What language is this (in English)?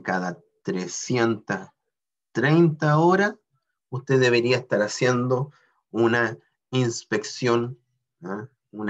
Spanish